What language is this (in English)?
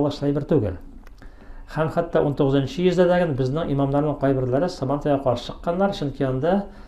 Tatar